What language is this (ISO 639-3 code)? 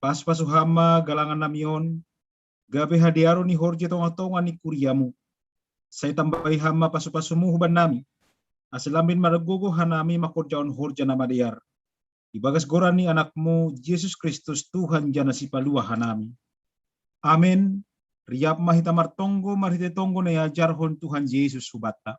bts